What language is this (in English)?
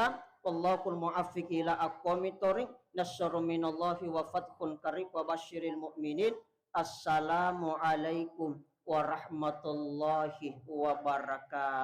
Buginese